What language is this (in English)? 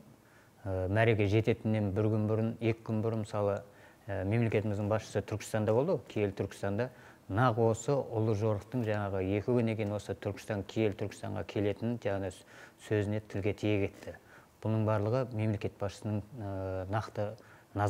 Kazakh